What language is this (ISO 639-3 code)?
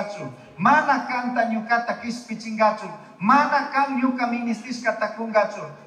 qug